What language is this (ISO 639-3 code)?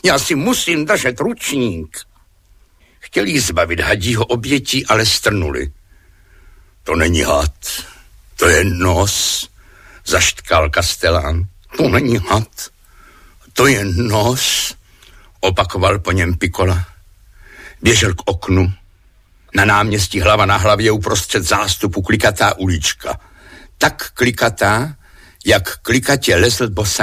ces